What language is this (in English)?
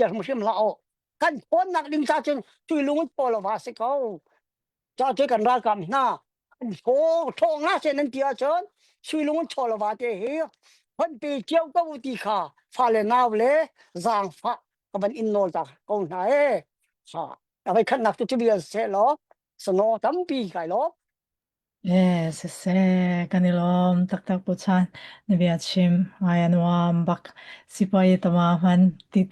Hakha Chin